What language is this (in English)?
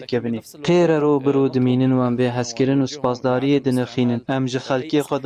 Kurdish